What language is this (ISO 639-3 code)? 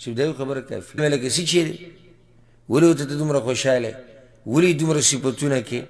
pus